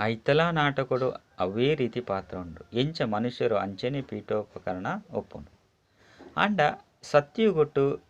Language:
Tulu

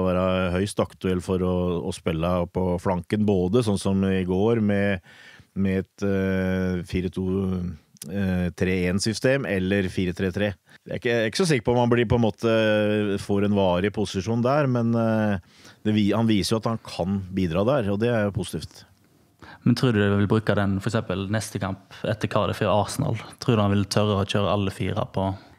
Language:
Norwegian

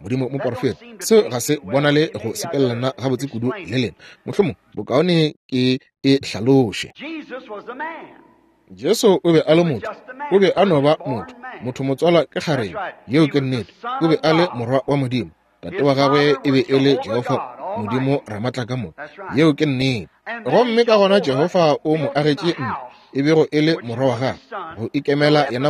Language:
Northern Sotho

